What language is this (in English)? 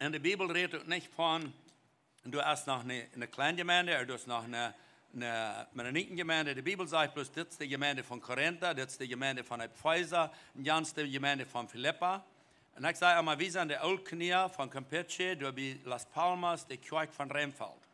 Plautdietsch